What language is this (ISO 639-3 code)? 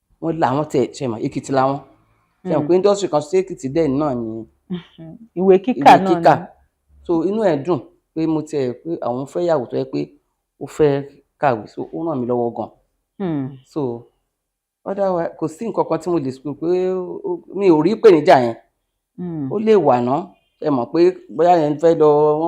yor